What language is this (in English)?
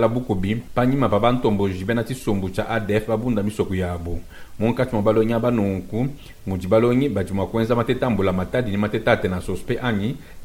Luba-Lulua